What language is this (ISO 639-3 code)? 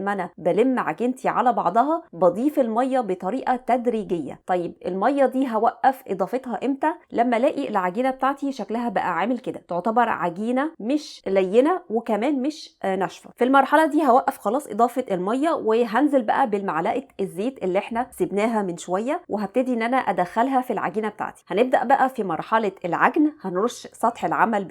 arz